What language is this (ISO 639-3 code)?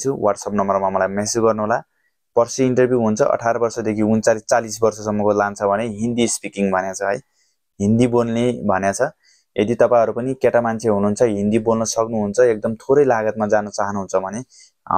nep